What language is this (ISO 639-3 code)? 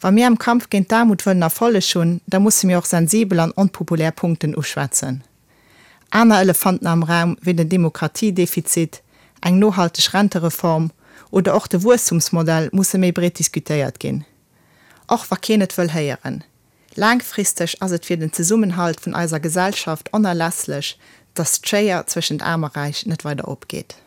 ltz